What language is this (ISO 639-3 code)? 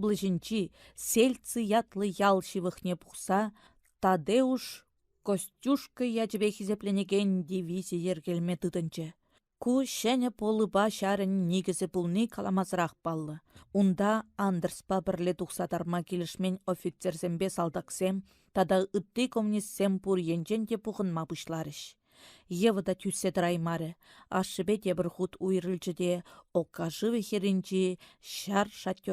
chv